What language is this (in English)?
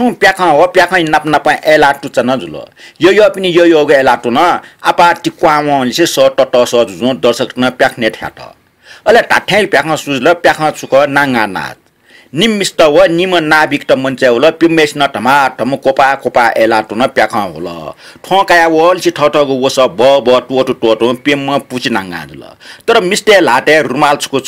Newari